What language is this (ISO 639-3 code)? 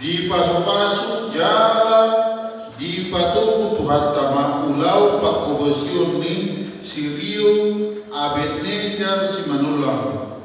bbc